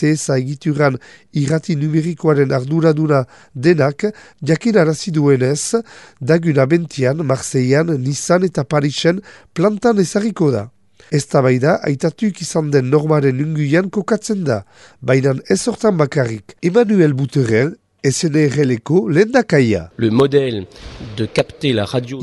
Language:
Basque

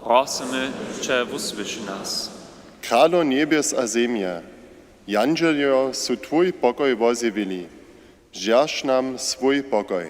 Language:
Upper Sorbian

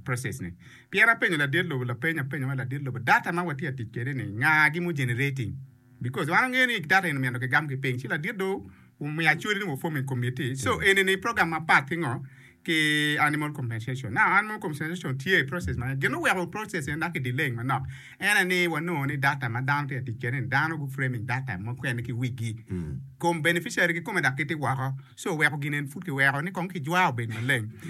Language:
Acoli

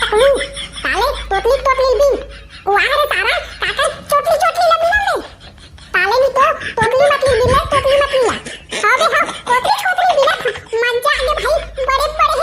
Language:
Chhattisgarhi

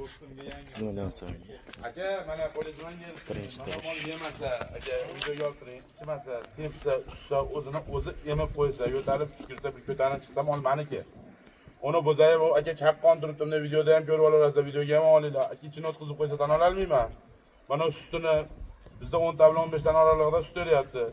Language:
Uzbek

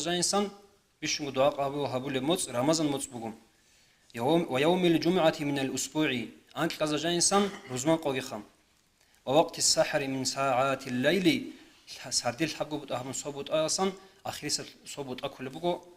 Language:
Avaric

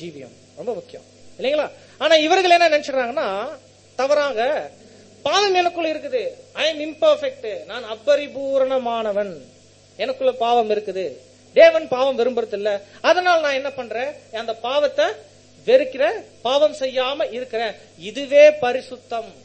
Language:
Tamil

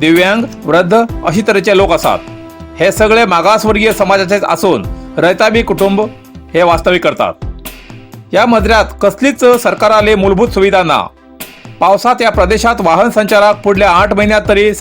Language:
Konkani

